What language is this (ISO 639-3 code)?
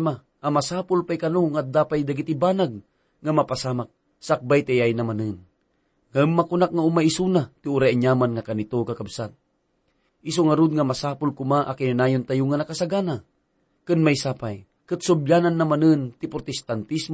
ilo